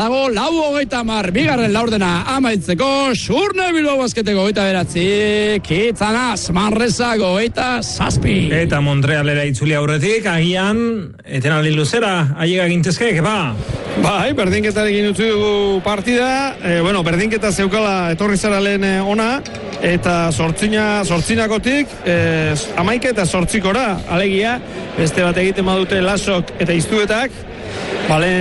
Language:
Basque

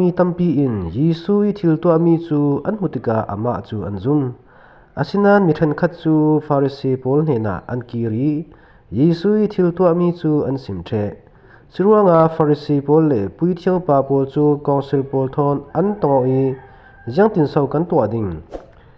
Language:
Falam Chin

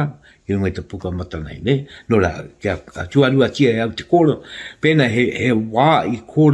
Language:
Māori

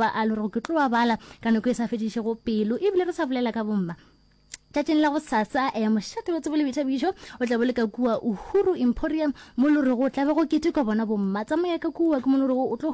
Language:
Northern Sotho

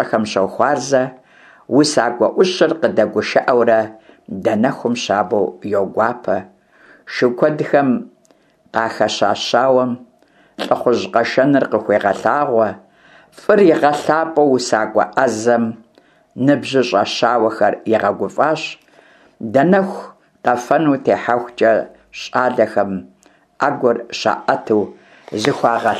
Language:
Kabardian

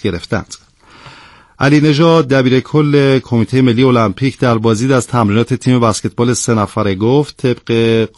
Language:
Persian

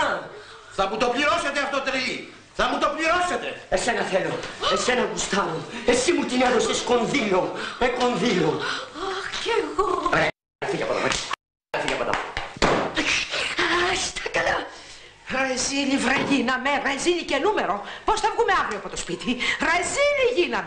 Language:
Greek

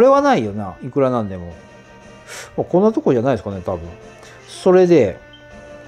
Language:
Japanese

